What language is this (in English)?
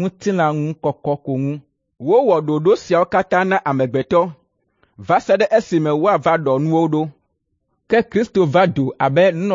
Ewe